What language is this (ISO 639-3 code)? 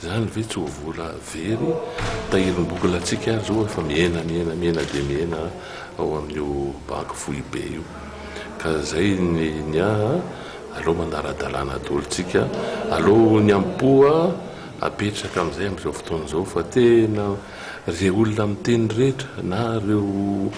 mlg